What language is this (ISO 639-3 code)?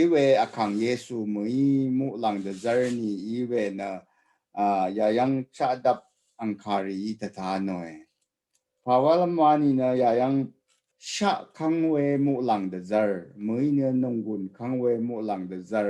raw